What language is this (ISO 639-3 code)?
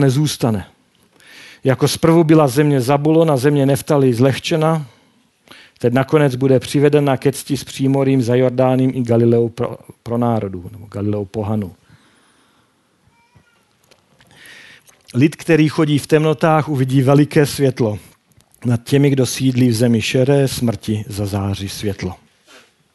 ces